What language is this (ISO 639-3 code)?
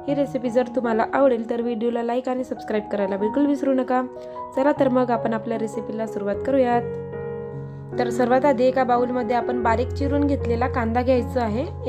mar